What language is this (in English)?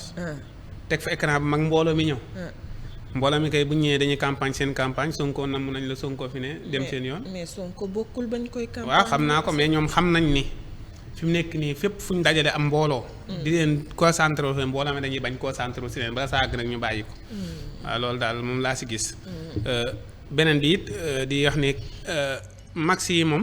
Wolof